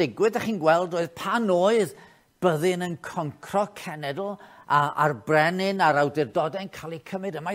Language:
Welsh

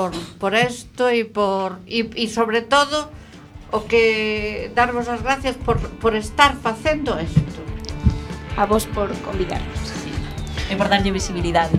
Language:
Galician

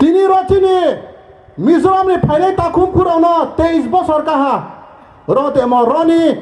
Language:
Riang (India)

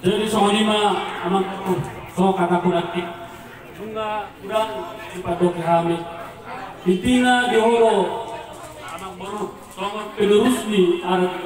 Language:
Batak Toba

